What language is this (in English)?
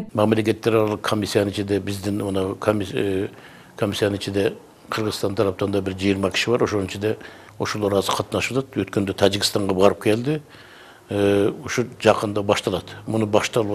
Kyrgyz